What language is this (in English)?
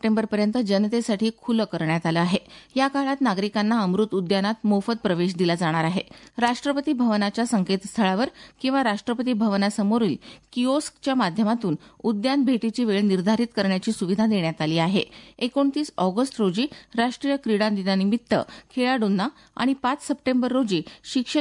Marathi